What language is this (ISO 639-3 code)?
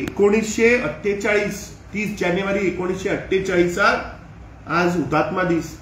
kok